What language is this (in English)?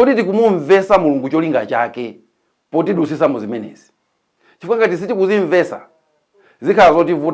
Nyanja